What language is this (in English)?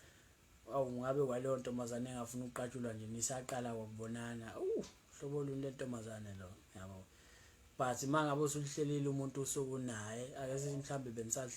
Zulu